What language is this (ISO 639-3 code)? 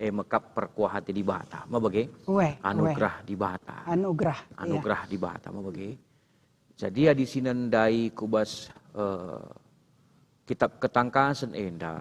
btx